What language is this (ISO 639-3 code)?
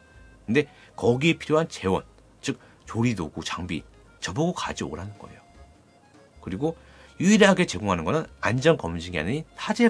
kor